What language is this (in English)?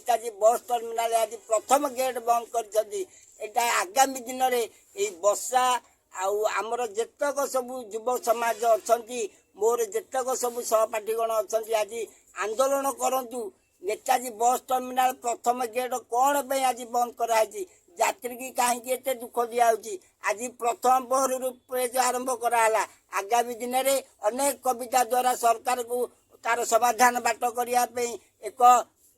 Odia